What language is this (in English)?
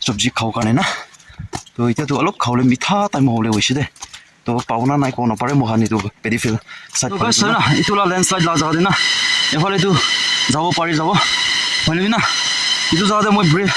Naga Pidgin